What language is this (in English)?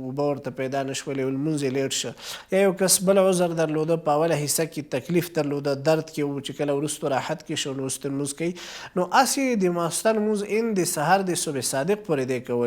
Pashto